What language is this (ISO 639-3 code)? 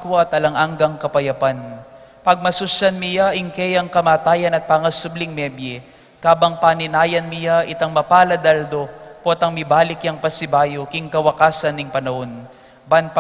pam